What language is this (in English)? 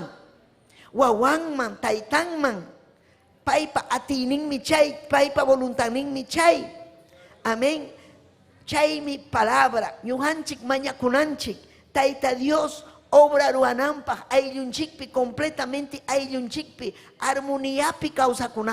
Ayacucho Quechua